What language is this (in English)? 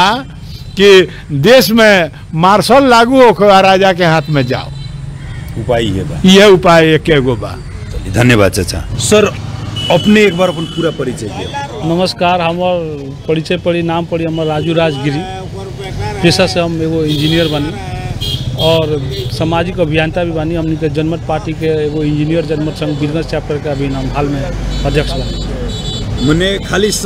Bhojpuri